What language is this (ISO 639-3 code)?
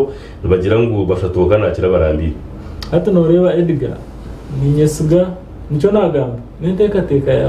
nyn